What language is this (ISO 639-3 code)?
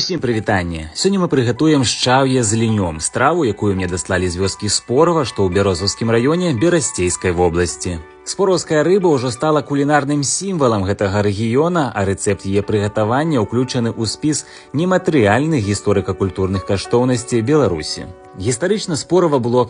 bel